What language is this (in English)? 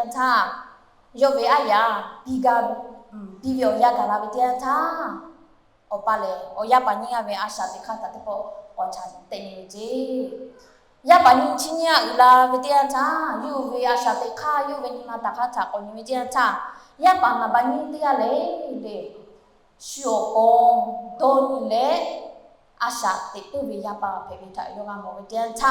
Lahu